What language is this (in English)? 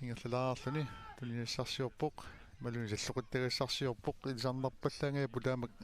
Kalaallisut